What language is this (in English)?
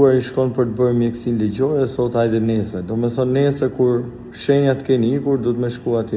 Albanian